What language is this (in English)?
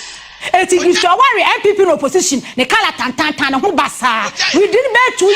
Akan